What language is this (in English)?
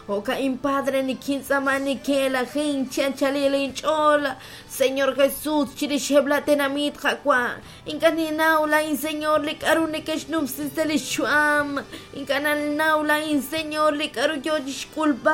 Kekchí